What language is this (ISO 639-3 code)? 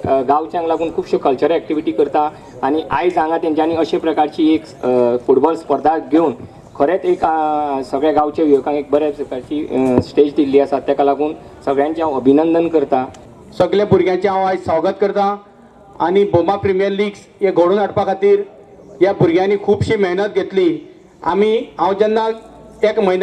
kok